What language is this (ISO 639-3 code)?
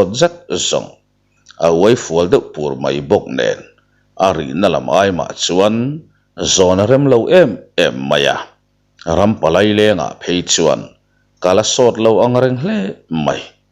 lus